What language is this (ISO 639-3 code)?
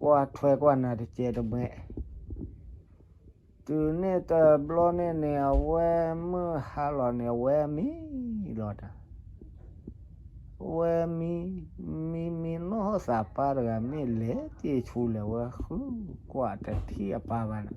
ksw